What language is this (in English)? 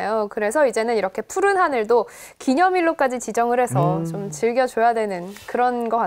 Korean